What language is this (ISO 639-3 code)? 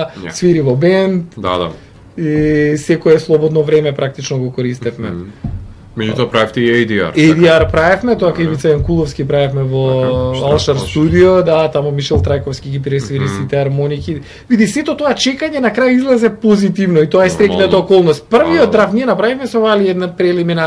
mkd